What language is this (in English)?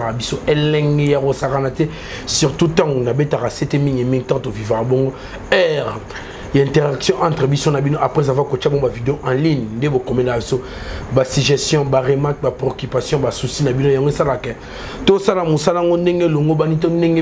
Lingala